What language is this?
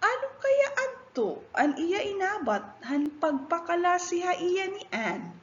Waray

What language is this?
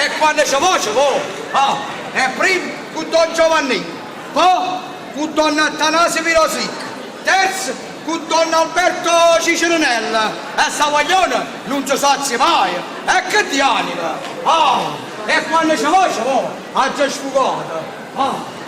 Neapolitan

